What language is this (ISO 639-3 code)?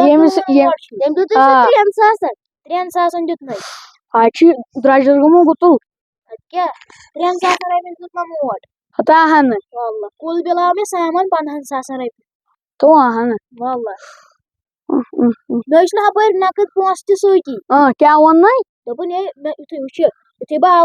kas